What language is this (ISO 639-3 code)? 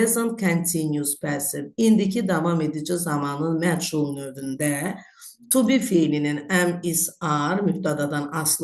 aze